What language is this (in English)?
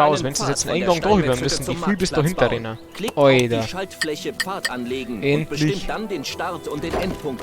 Bavarian